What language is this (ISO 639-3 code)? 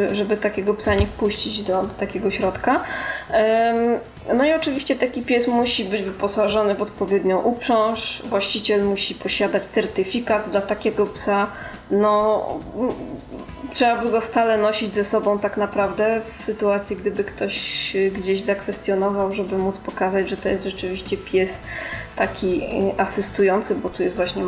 pol